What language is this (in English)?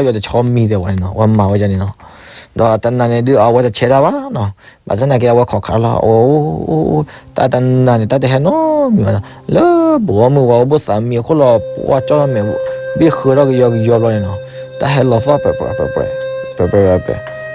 S'gaw Karen